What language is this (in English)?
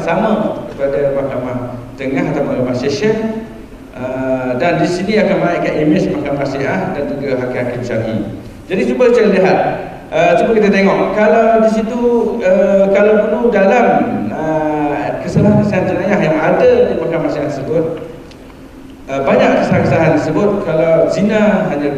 Malay